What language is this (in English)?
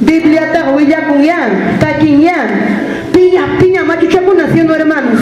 Ayacucho Quechua